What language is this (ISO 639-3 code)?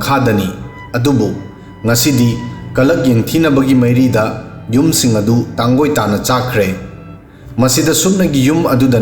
mni